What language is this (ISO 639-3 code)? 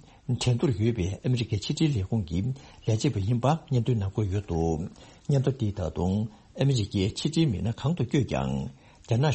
bod